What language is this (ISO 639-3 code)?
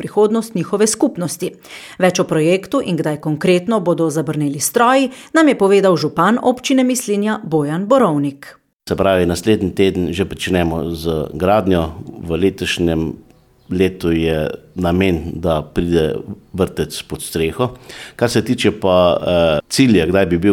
slv